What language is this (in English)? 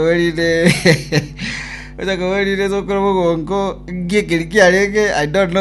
Gusii